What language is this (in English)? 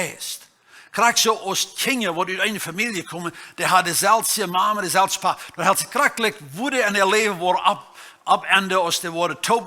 Plautdietsch